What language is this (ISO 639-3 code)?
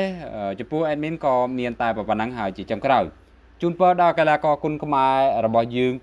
khm